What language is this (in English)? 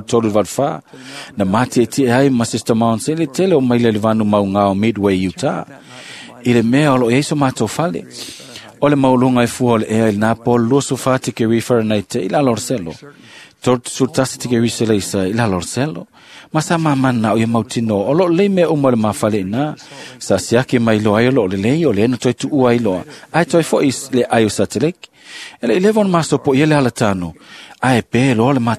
Samoan